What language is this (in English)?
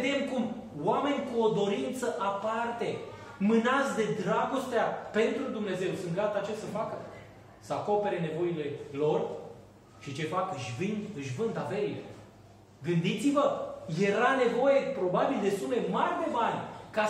Romanian